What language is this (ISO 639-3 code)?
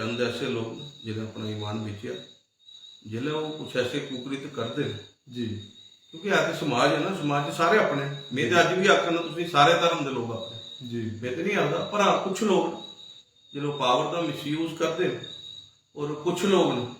doi